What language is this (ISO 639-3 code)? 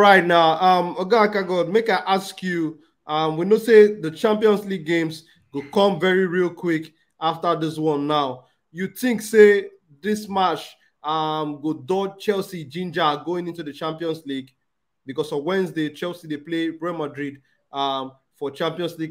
pcm